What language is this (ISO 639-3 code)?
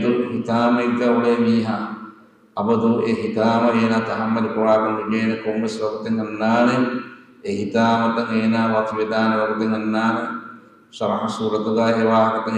div